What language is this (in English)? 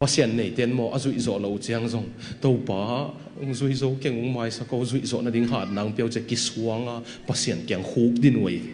Tedim Chin